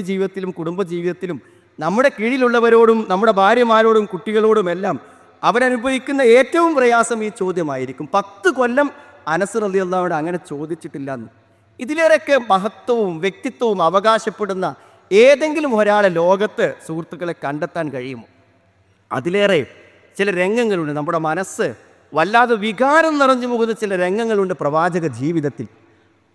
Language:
Malayalam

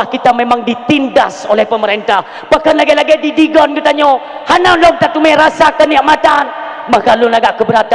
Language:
Achinese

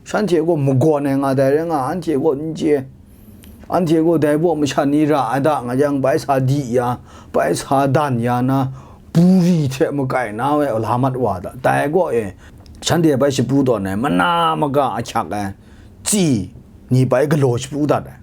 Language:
Kachin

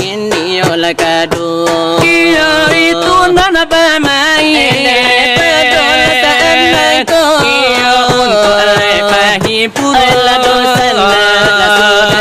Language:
Minangkabau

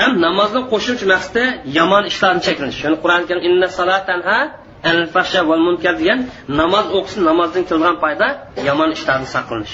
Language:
Uyghur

